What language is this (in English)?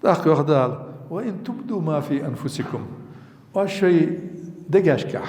Ingush